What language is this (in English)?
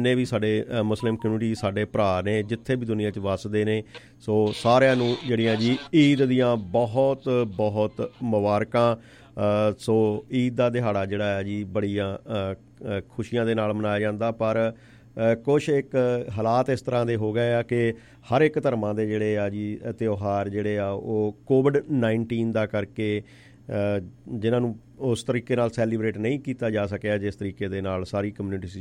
Punjabi